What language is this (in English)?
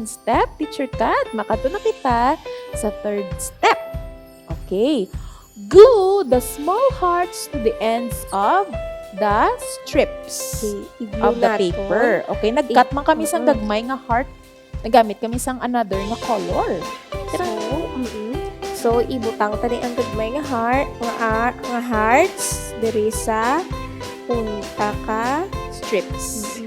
Hiligaynon